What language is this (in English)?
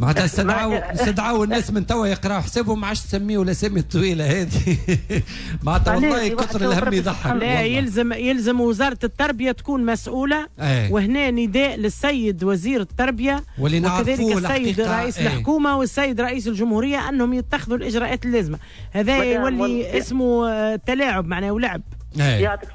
Tunisian Arabic